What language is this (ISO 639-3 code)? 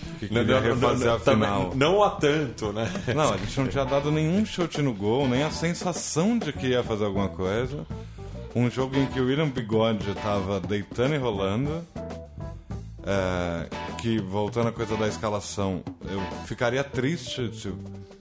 por